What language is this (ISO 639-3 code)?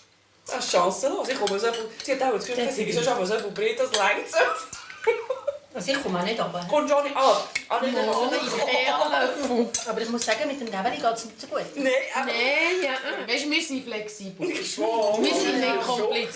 gsw